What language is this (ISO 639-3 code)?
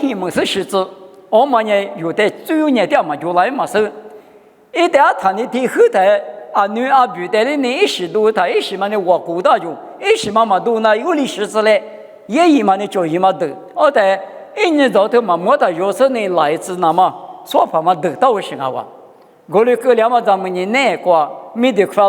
lis